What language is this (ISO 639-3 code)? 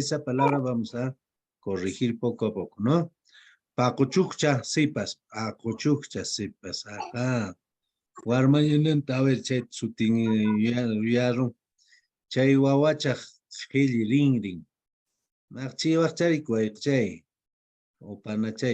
que